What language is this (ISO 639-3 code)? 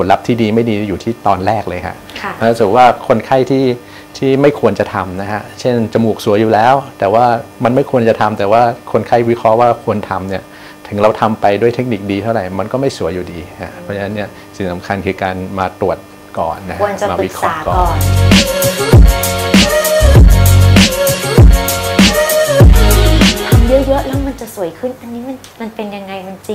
tha